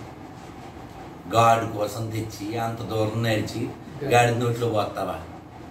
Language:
Telugu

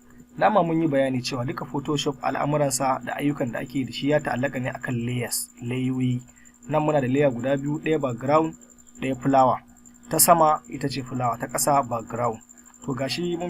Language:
Hausa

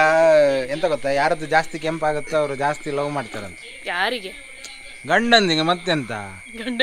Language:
Kannada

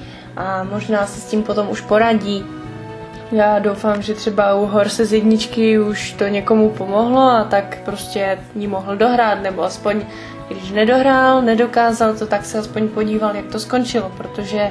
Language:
Czech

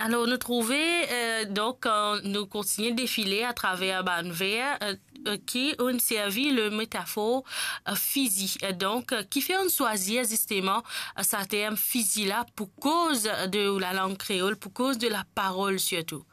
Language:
Morisyen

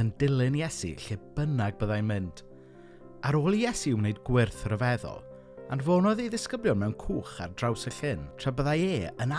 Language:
Welsh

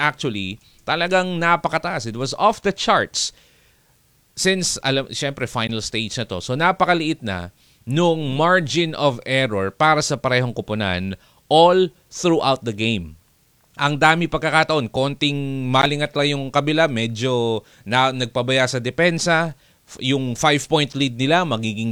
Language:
Filipino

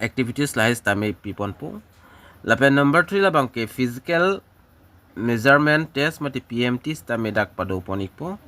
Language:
Karbi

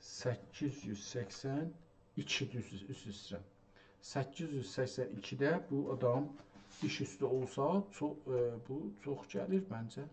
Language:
South Azerbaijani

